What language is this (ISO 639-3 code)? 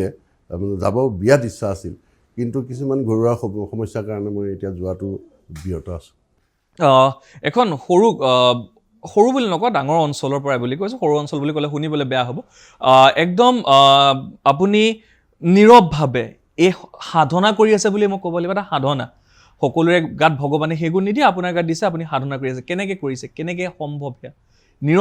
asm